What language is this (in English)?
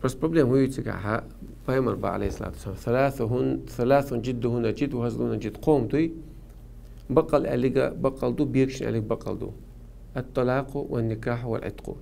Chechen